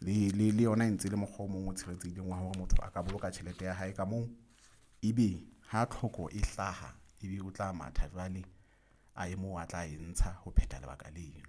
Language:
Southern Sotho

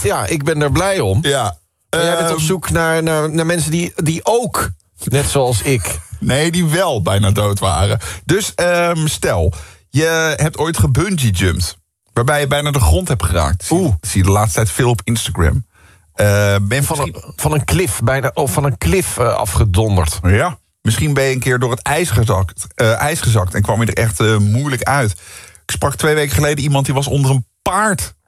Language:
Dutch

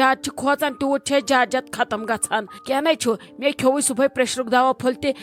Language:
Kashmiri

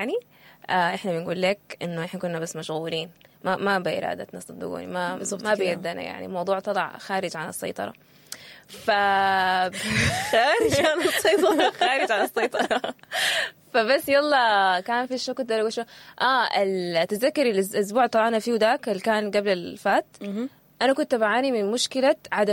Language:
Sudanese Arabic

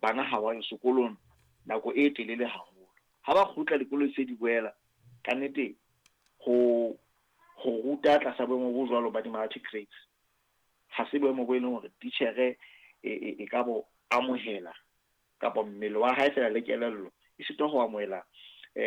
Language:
Southern Sotho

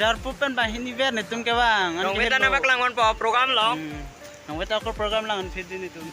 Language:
Karbi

